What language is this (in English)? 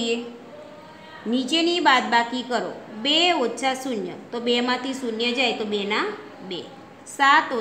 Gujarati